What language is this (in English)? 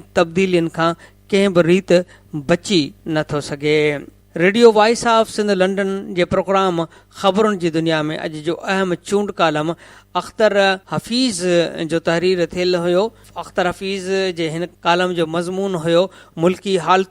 Sindhi